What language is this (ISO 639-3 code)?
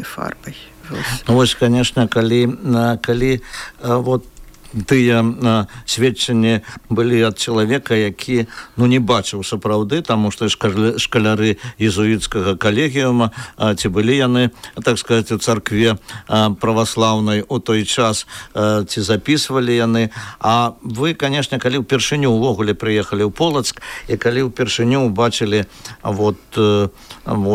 bel